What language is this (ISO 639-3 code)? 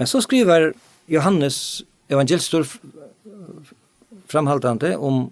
fao